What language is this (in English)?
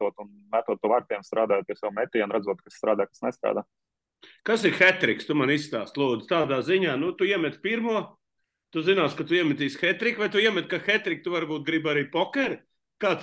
Latvian